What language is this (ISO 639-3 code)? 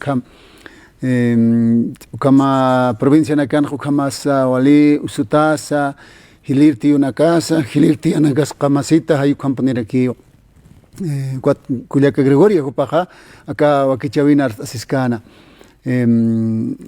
aym